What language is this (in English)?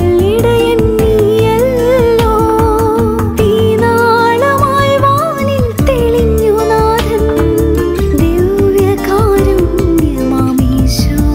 Malayalam